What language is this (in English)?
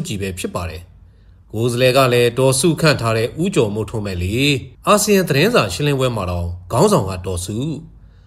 Burmese